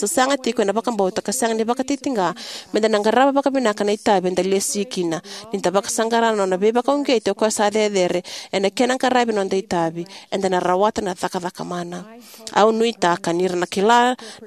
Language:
Fijian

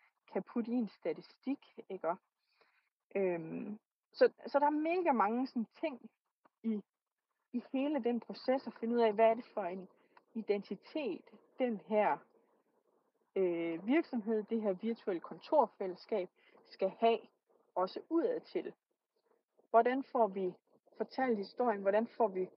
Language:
Danish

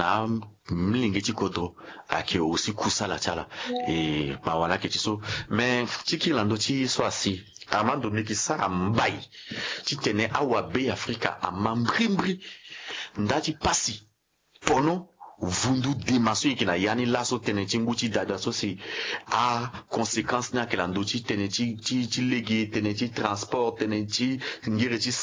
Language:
Sango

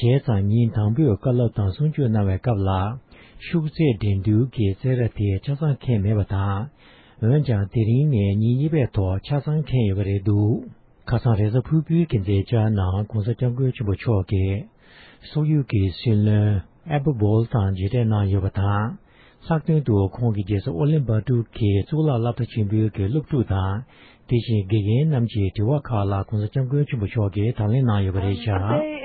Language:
Tibetan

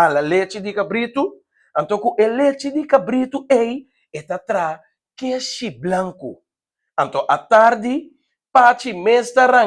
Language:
Papiamento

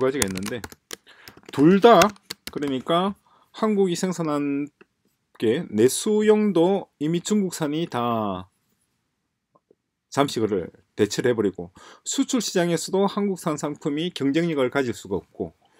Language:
Korean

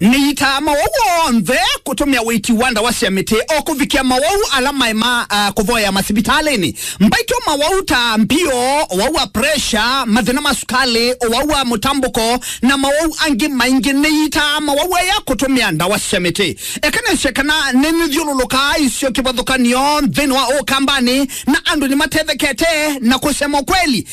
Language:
Kamba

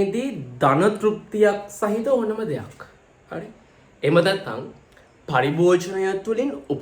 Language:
Sinhala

